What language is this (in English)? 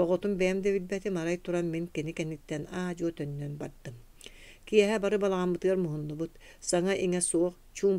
Yakut